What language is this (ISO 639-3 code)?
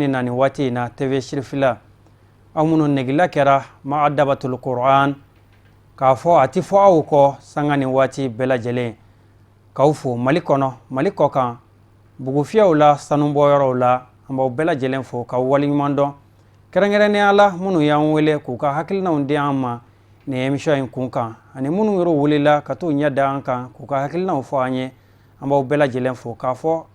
bam